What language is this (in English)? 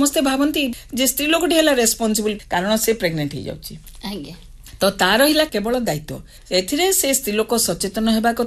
Odia